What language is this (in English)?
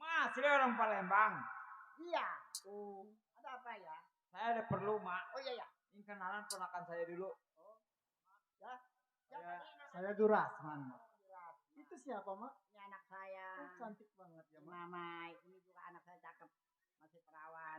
Betawi